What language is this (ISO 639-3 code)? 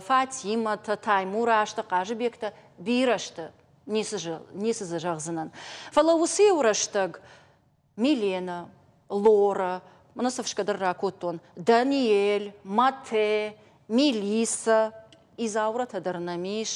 oss